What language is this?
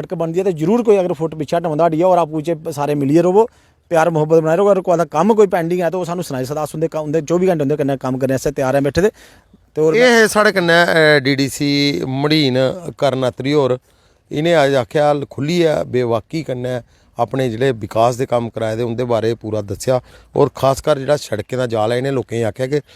Dogri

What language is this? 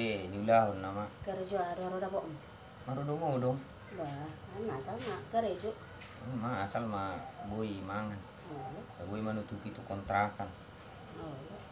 Batak Toba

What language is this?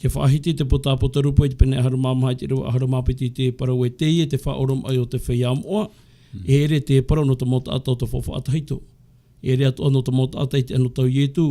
Tahitian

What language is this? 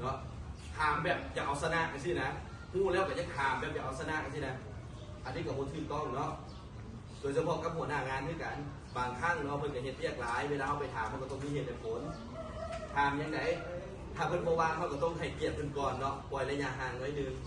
Lao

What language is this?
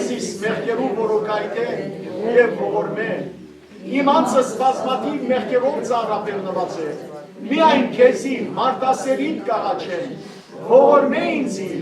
Western Armenian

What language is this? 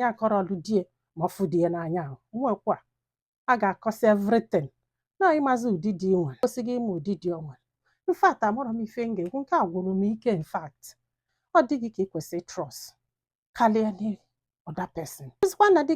Igbo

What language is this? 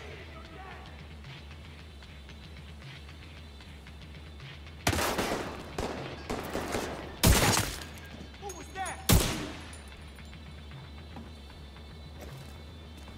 English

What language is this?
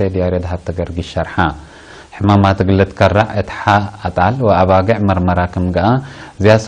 Tigre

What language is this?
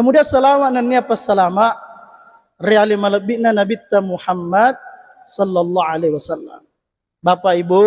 Buginese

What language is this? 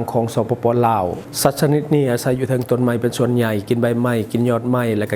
Lao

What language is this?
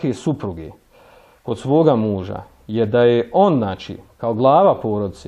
Bosnian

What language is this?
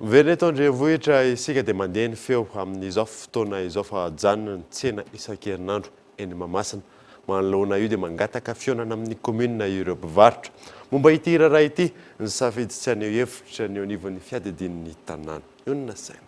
Malagasy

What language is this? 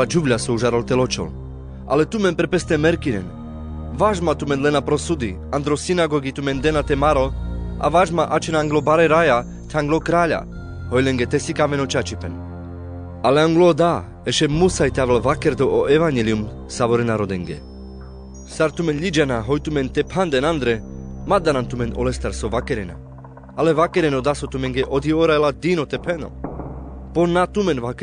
Carpathian Romani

